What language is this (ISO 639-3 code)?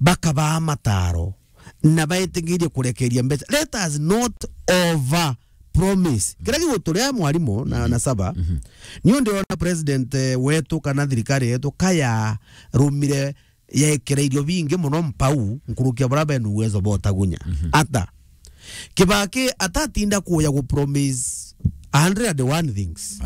mer